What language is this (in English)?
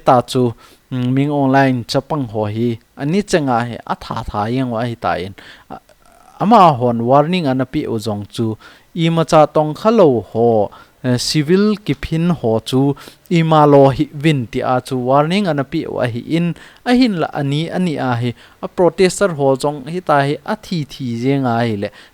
Thado Chin